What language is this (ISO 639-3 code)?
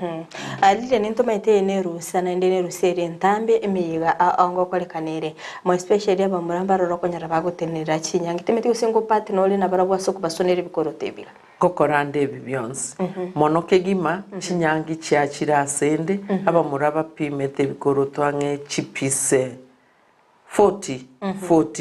guz